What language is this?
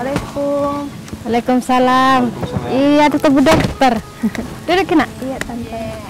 Makassar Malay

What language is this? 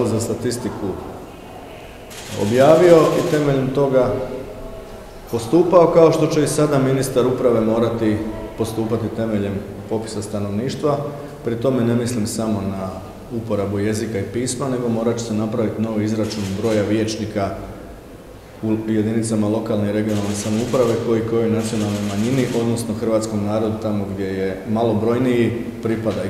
Croatian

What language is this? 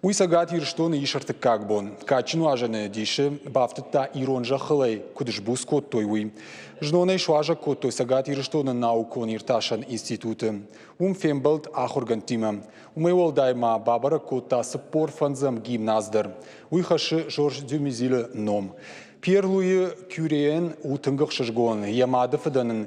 Ossetic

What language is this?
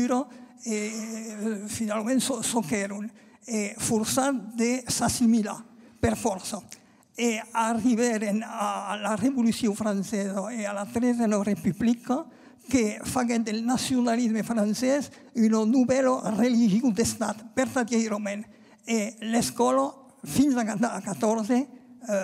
Occitan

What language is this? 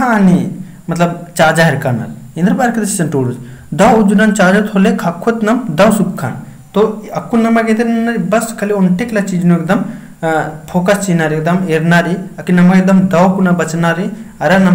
Kurukh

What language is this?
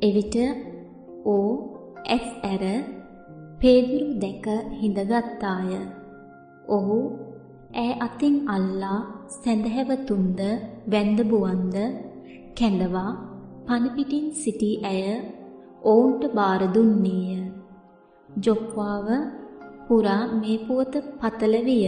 Sinhala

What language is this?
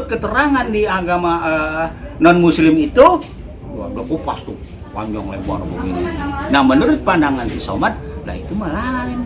Betawi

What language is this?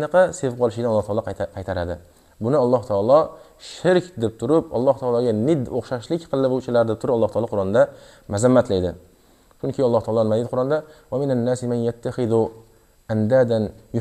Uzbek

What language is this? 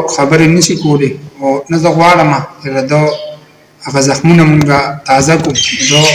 Pashto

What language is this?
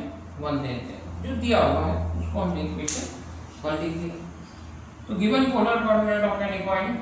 Hindi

